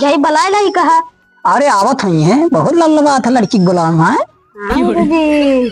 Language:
Awadhi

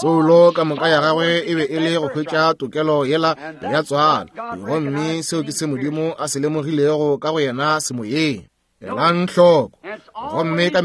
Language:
Northern Sotho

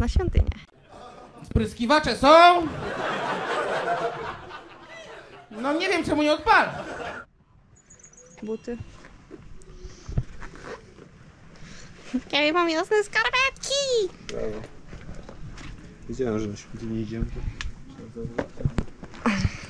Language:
Polish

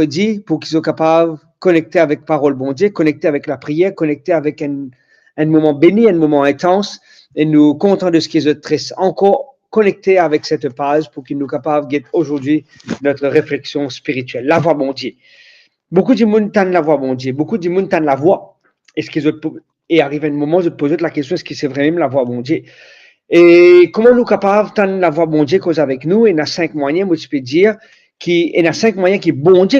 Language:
Morisyen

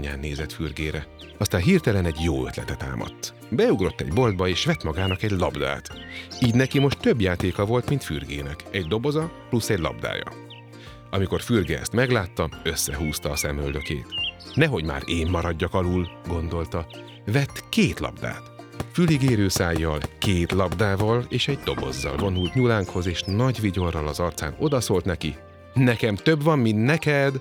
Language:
Hungarian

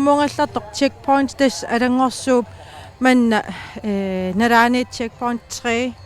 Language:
Kalaallisut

